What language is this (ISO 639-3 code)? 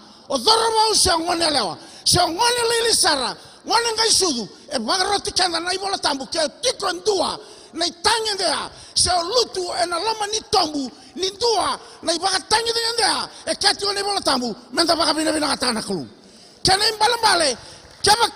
fij